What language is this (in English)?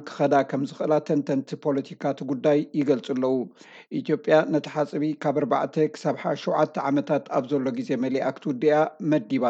Tigrinya